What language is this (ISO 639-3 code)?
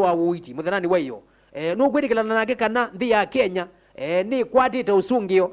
kam